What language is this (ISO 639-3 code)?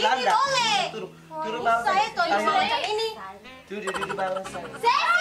abs